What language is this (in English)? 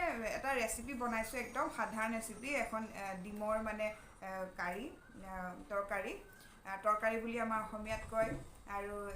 Assamese